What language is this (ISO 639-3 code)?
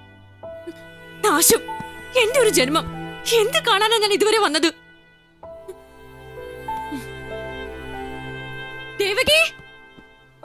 mal